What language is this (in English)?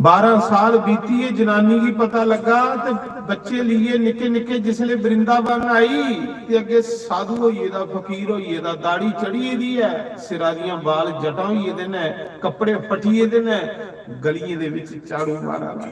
Dogri